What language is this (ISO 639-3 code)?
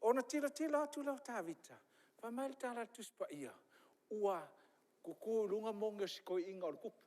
smo